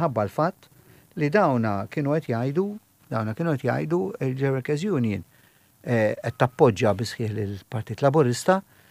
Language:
Maltese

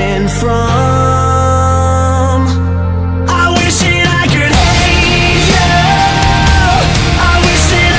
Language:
English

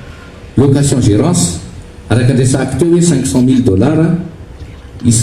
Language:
Malagasy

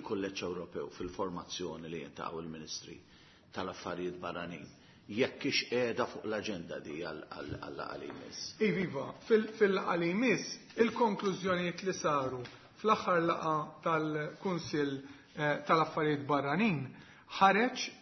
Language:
Maltese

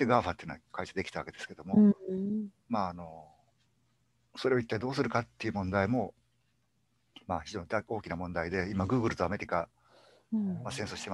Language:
Japanese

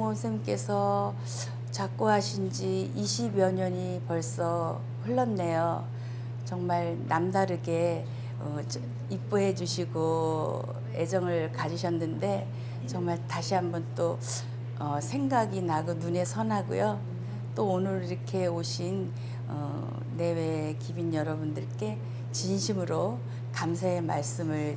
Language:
Korean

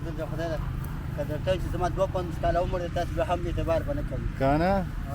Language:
Pashto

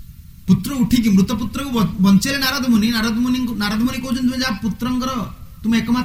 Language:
Odia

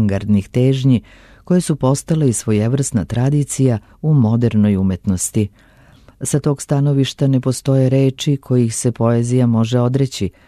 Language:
Serbian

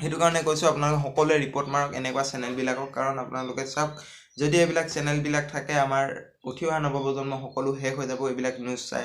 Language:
Assamese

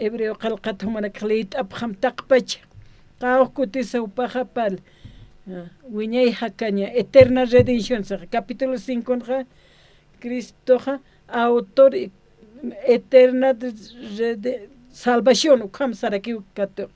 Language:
Aymara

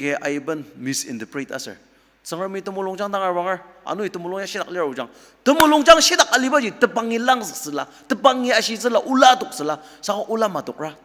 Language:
Ao Naga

